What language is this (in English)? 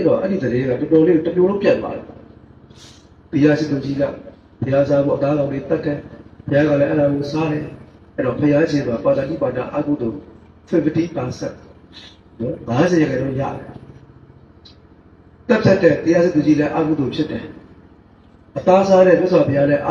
Burmese